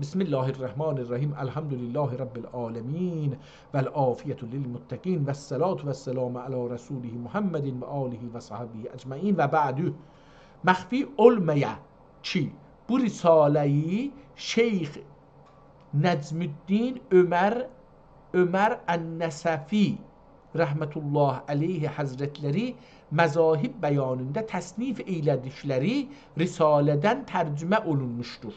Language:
South Azerbaijani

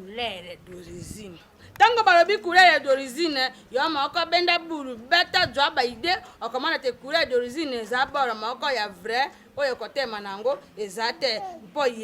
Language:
Lingala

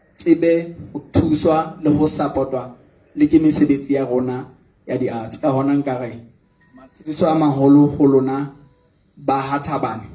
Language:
Southern Sotho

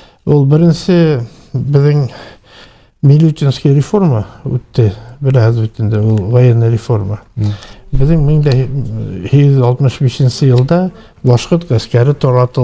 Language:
Bashkir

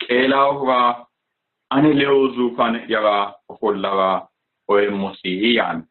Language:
Sidamo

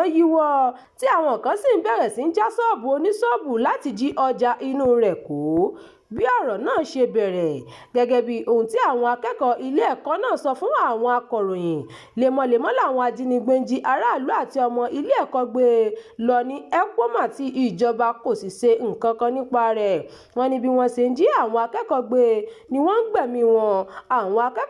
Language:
Yoruba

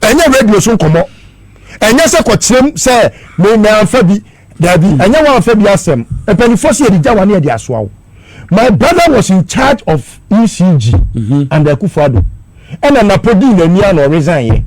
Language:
Akan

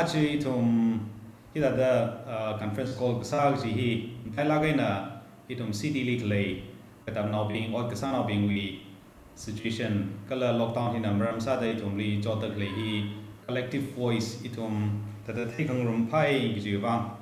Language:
Tangkhul Naga (India)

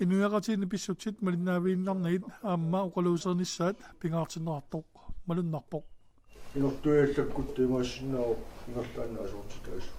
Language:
Kalaallisut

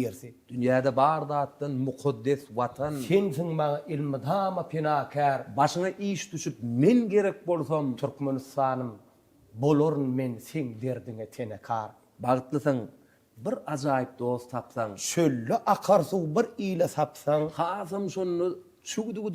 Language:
Turkmen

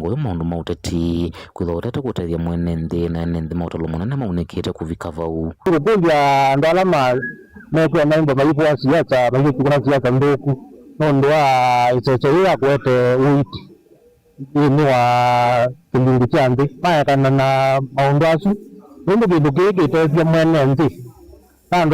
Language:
Kamba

